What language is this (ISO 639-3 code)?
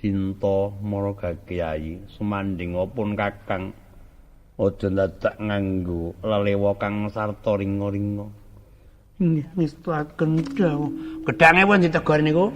jav